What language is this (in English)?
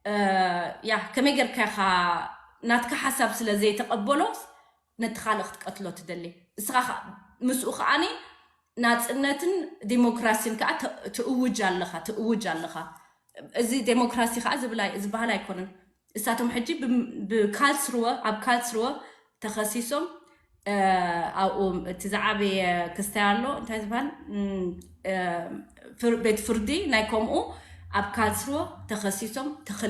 Tigrinya